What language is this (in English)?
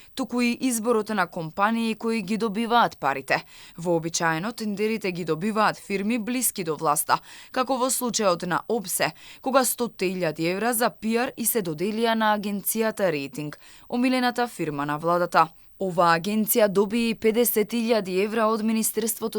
Macedonian